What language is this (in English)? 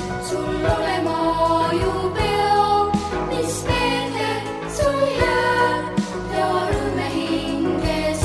Estonian